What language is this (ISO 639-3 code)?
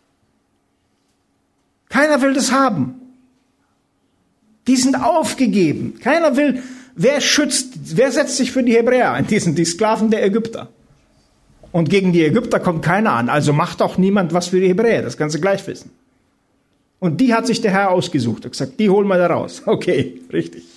deu